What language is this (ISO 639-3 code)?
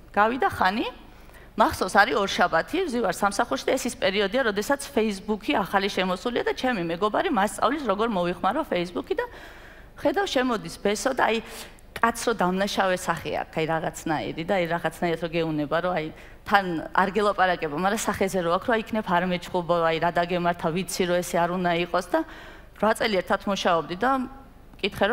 kat